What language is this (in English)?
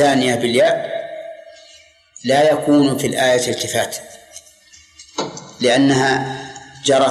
Arabic